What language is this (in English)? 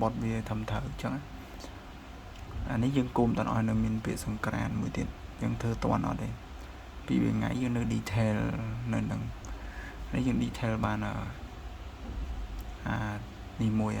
Khmer